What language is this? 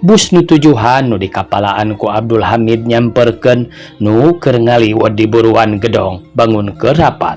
Sundanese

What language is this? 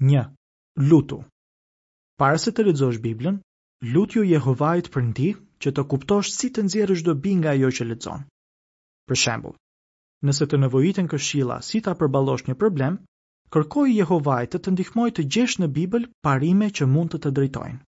Albanian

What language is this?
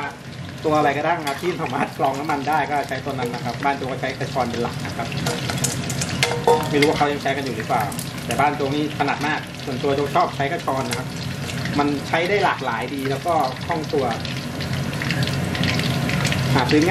Thai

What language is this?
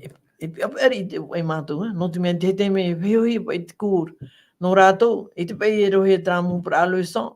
Tahitian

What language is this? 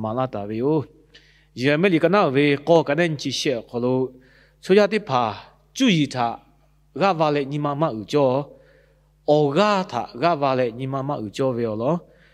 Lahu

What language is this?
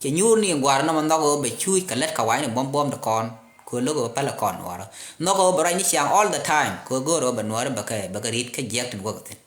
Nuer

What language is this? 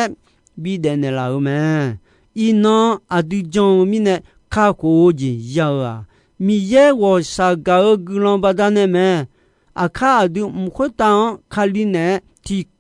Akha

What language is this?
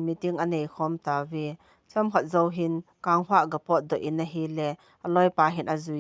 Thado Chin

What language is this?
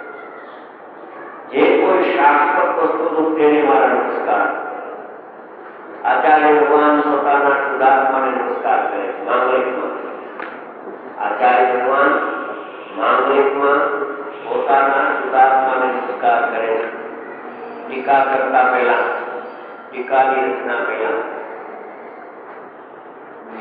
Gujarati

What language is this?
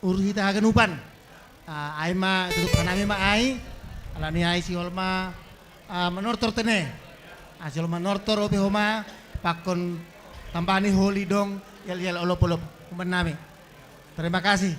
Batak Simalungun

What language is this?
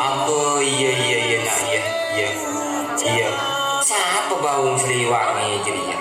Madurese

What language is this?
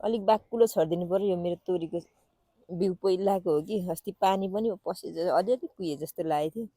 Nepali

